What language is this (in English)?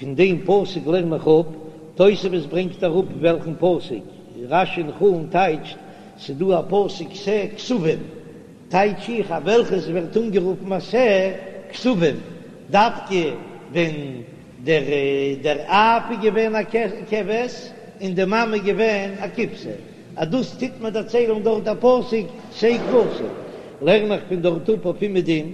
Yiddish